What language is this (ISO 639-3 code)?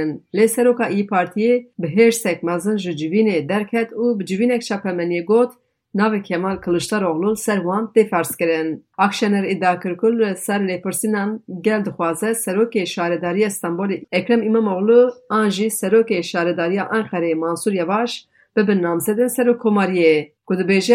kur